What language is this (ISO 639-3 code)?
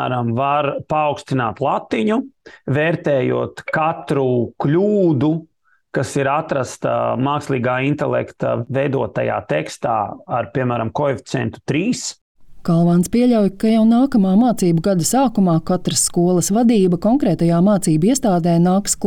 lav